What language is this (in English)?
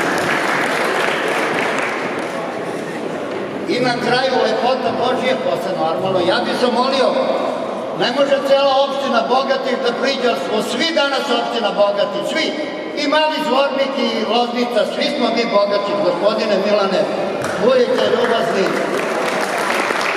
Serbian